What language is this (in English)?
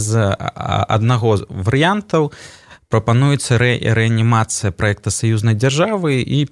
Belarusian